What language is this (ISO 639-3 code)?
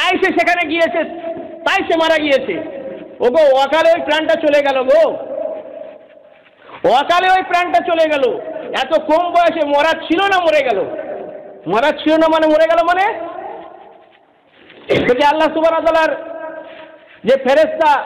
ben